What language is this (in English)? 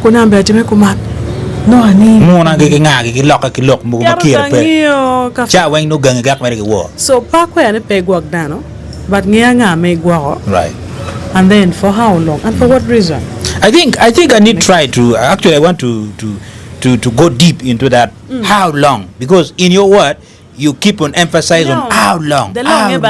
Acoli